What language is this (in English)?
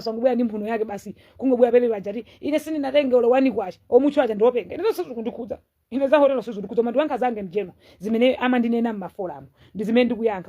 Nyanja